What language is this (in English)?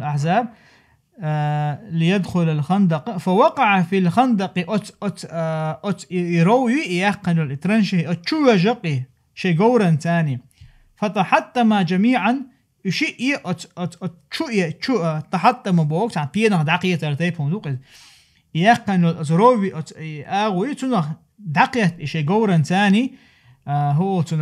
Chechen